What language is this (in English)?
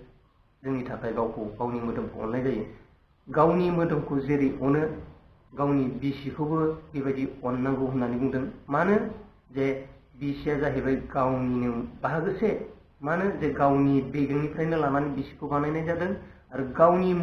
Bodo